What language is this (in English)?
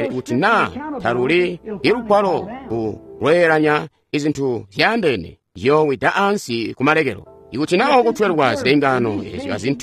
Tonga (Zambia)